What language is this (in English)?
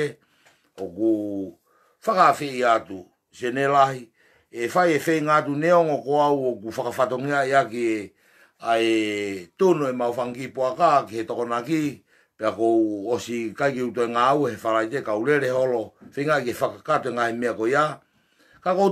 Tongan